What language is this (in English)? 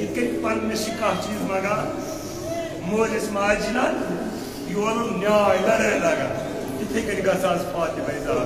Kashmiri